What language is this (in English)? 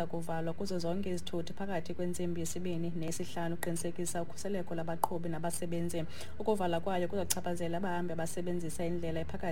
Xhosa